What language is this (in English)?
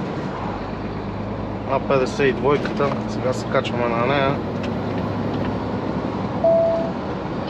Bulgarian